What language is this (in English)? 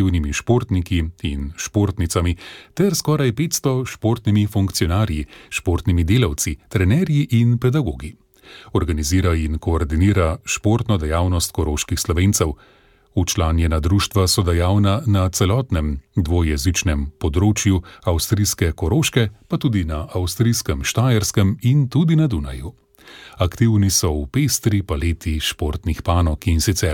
Slovenian